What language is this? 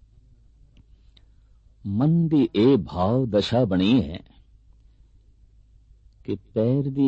Punjabi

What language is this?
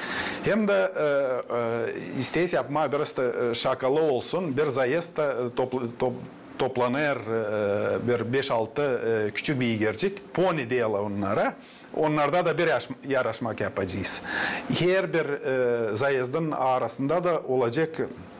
Gagauz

